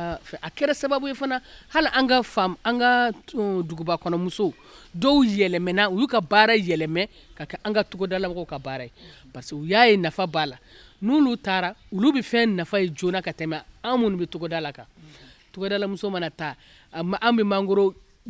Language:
Bambara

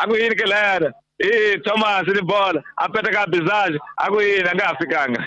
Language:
Tsonga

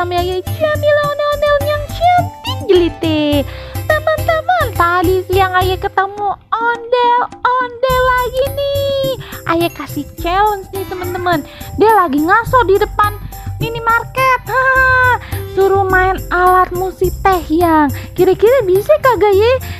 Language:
Betawi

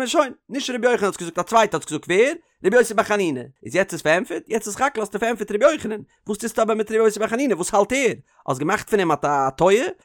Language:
Yiddish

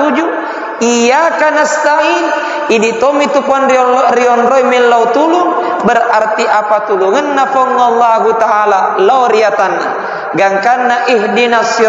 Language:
Buginese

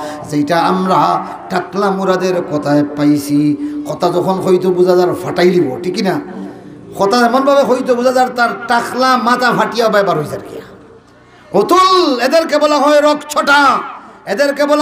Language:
Sylheti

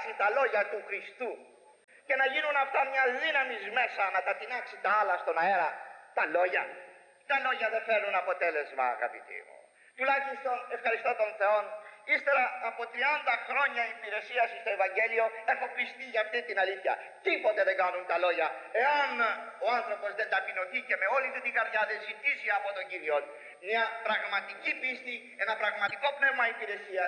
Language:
Greek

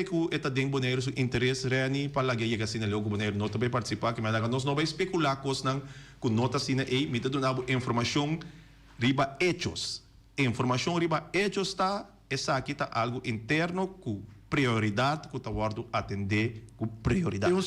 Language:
Papiamento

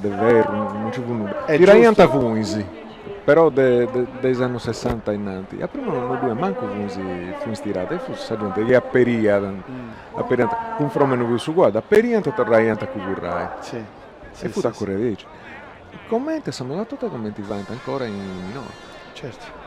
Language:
Sardinian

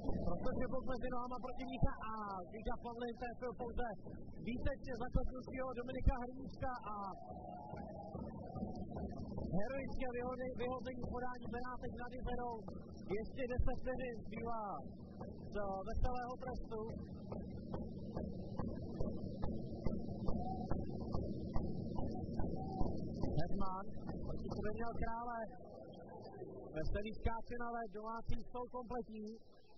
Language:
Czech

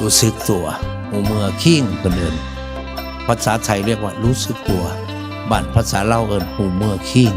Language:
Northeastern Thai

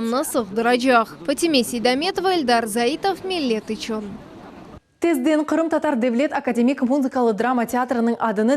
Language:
Crimean Tatar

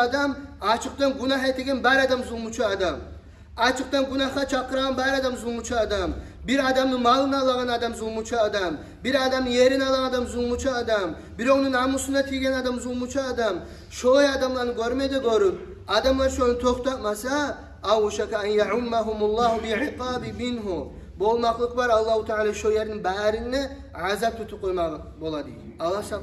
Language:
Kumyk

